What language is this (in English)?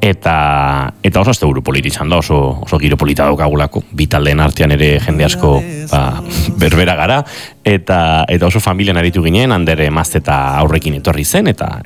Basque